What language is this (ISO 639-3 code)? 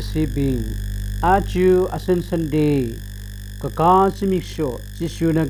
nmf